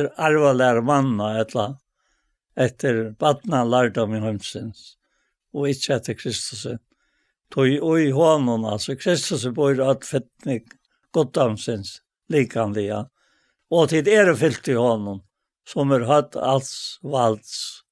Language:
Faroese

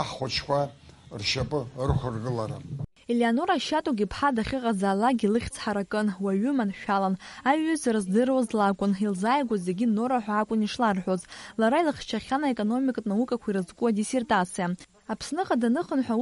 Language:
Abkhazian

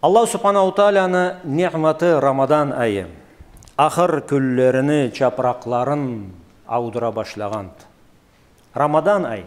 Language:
Karachay-Balkar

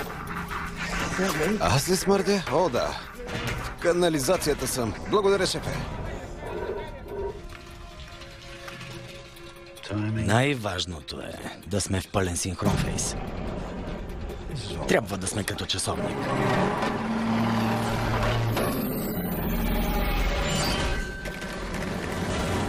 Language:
Bulgarian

